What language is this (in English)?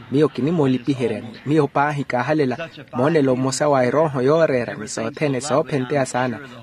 Makhuwa